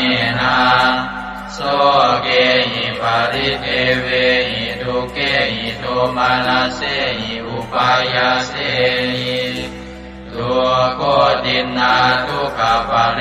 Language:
Pali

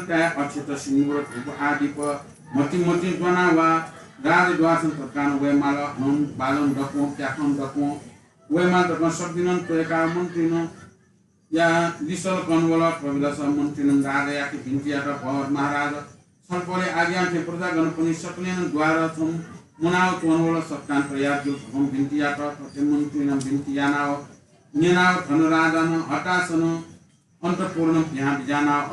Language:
Newari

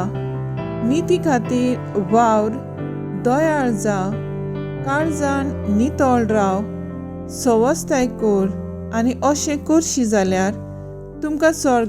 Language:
Konkani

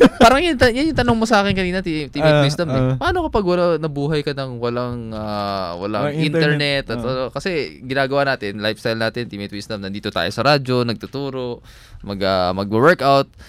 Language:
Filipino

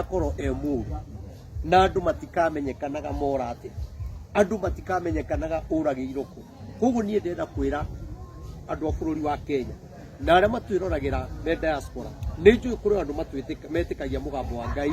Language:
Kikuyu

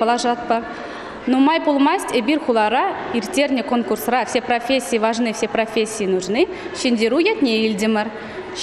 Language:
Chuvash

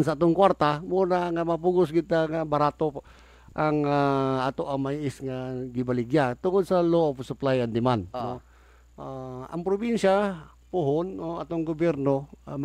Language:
Cebuano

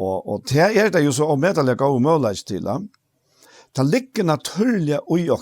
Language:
Faroese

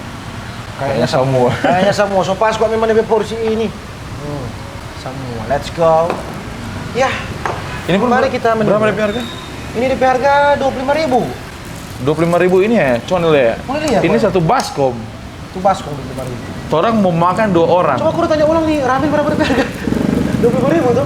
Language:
Manado Malay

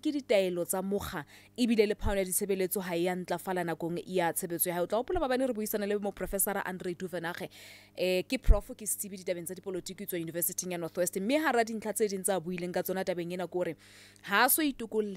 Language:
Southern Sotho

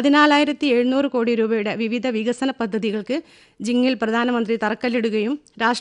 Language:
Malayalam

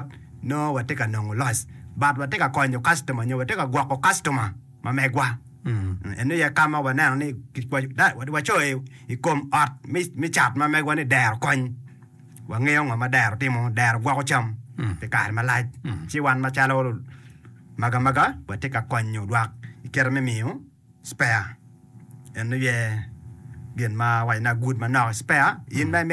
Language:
Acoli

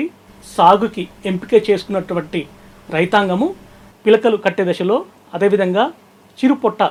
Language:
Telugu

